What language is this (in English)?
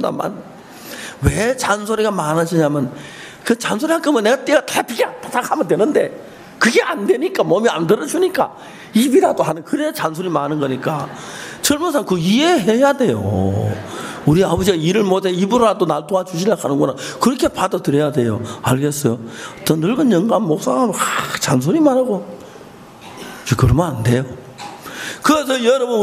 Korean